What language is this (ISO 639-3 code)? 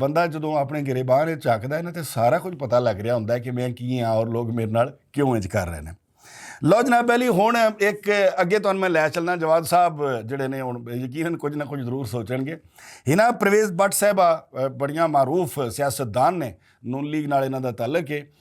lah